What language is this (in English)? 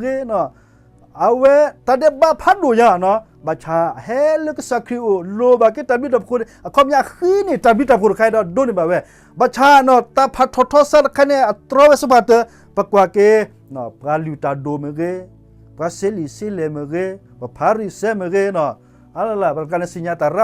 S'gaw Karen